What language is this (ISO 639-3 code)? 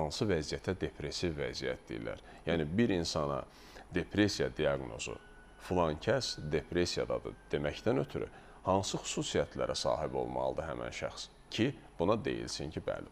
aze